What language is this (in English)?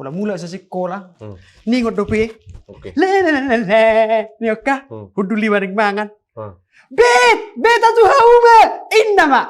Batak Toba